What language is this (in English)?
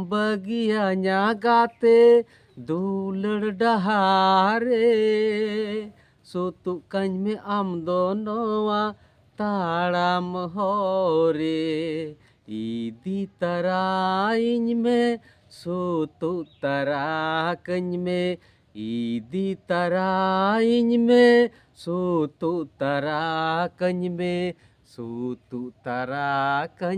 Santali